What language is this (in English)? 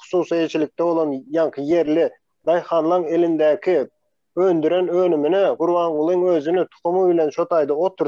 Turkmen